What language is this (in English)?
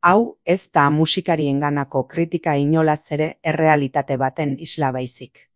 Basque